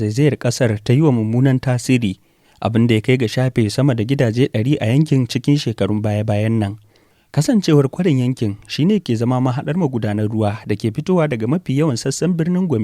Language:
Hausa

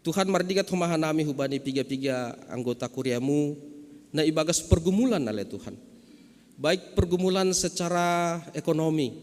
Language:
Batak Simalungun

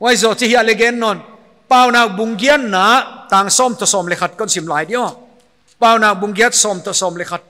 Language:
Paite Chin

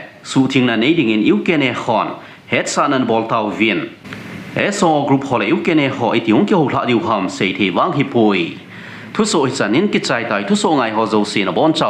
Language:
Thado Chin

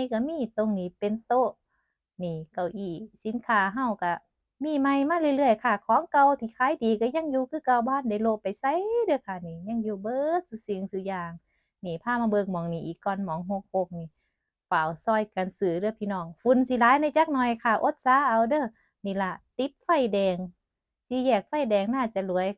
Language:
Northeastern Thai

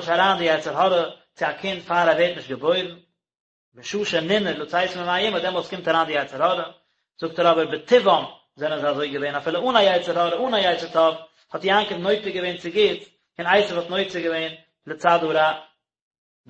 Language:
Yiddish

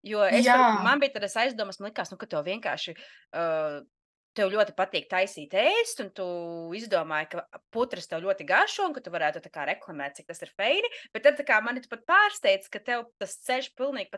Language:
Latvian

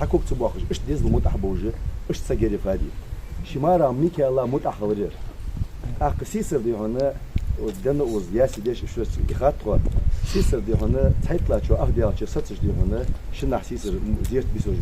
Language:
Ingush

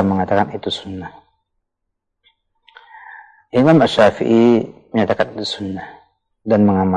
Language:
Indonesian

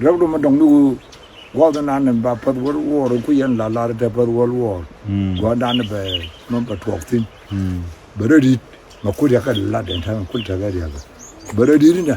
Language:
Nuer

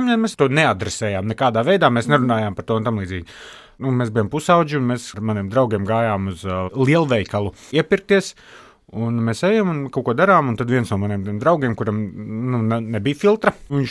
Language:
Latvian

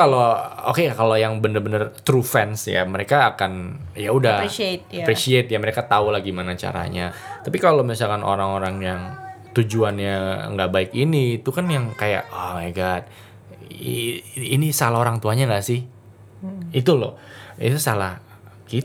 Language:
Indonesian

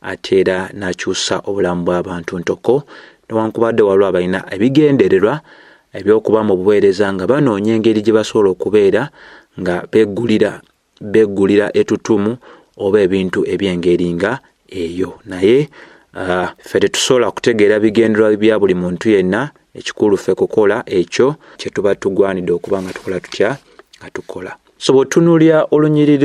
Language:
Ganda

